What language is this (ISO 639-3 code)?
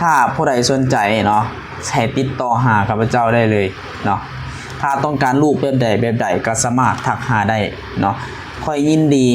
lao